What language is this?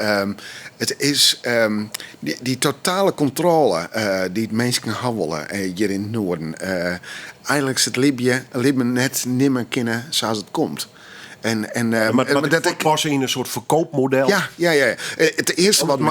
Western Frisian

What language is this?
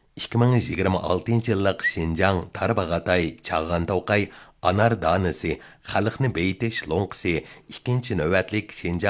Uyghur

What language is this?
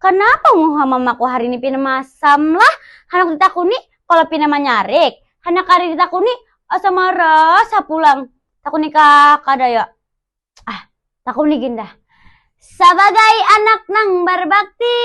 Banjar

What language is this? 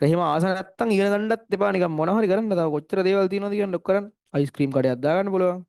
Sinhala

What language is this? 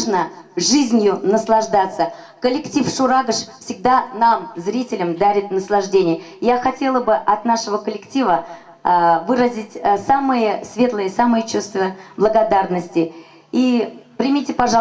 Chuvash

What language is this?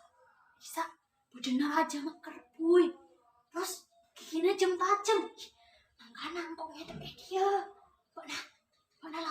Madurese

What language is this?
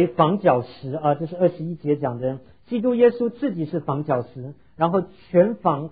Chinese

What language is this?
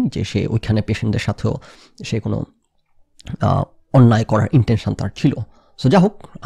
Bangla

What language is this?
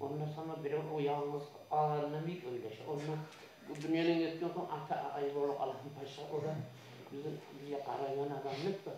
Kumyk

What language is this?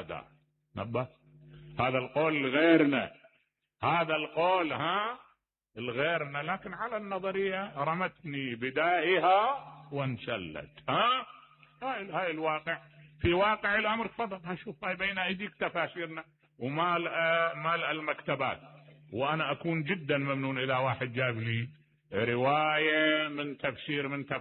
Mesopotamian Arabic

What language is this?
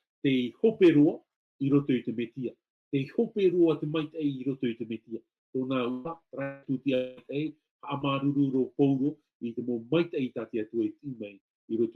Tahitian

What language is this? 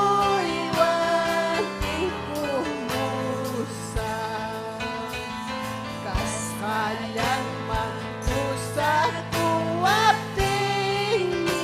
Ayacucho Quechua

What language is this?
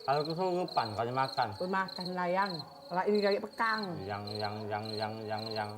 Musi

